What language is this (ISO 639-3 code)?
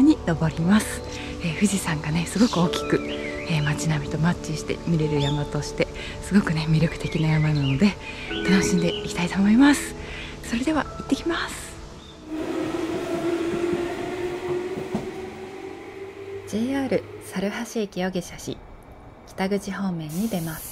jpn